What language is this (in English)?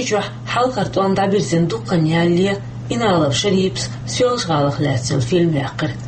Chechen